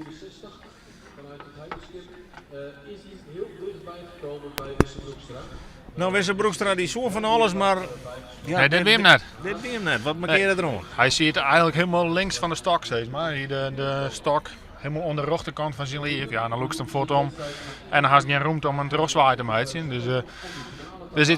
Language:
Western Frisian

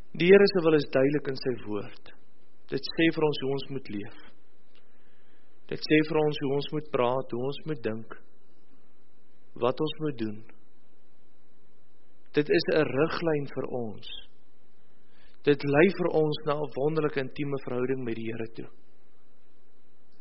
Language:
Afrikaans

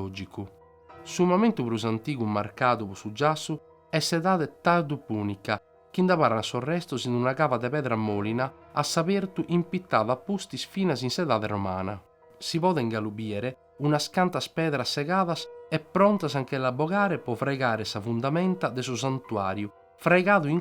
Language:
Sardinian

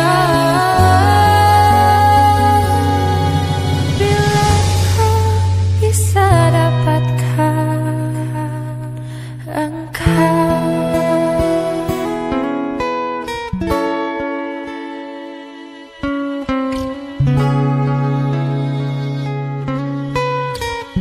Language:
Indonesian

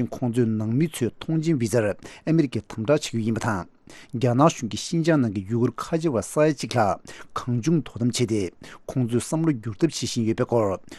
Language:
Tibetan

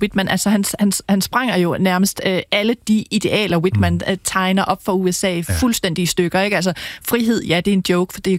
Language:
Danish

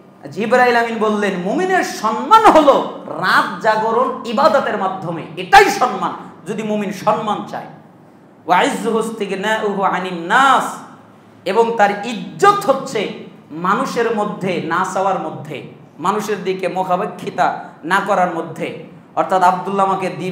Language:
Bangla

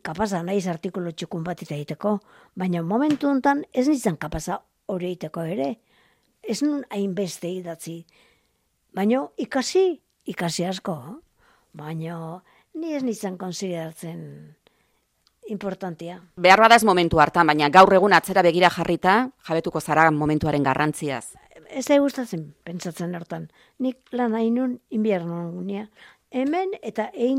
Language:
Basque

